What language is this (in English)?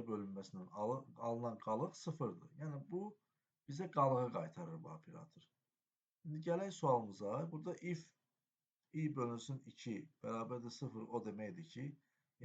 Azerbaijani